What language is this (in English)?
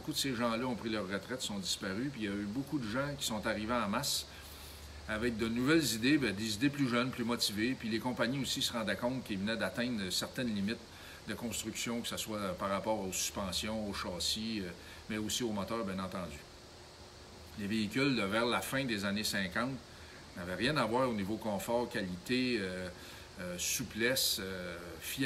French